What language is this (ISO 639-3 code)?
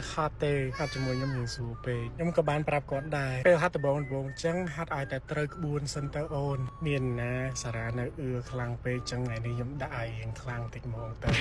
khm